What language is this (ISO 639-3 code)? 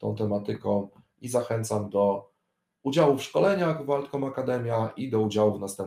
pol